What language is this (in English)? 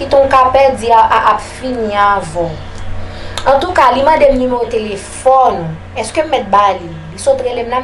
Haitian Creole